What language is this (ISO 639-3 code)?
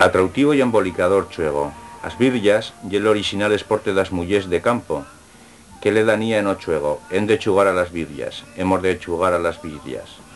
arg